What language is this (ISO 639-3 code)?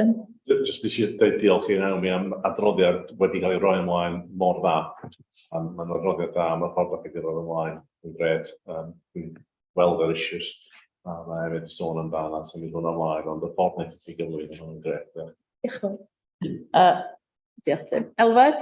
cym